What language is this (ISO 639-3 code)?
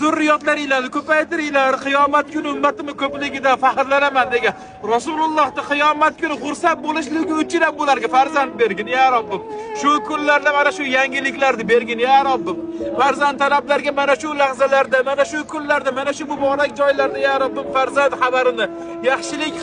uzb